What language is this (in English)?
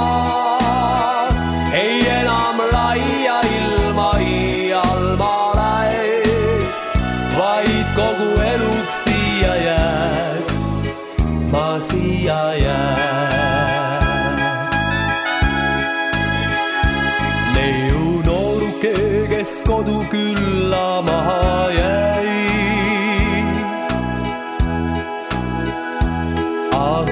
Estonian